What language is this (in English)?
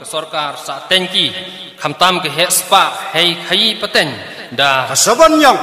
Khasi